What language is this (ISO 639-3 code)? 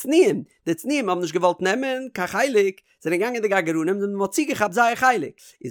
yid